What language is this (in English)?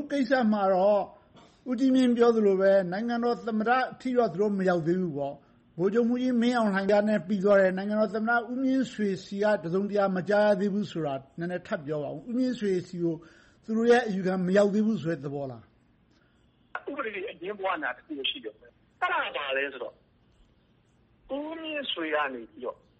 Burmese